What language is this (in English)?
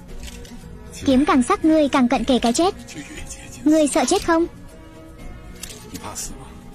Vietnamese